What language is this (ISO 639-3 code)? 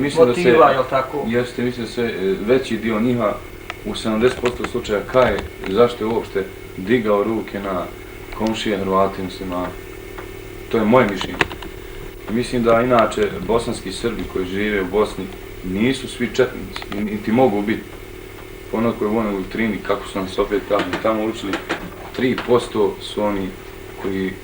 bos